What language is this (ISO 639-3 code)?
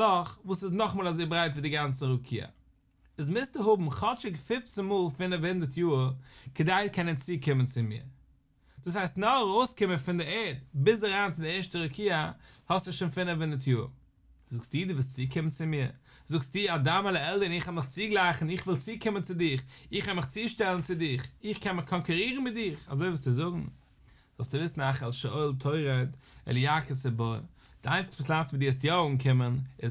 yid